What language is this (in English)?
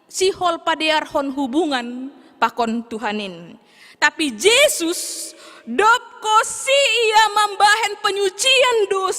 Batak Simalungun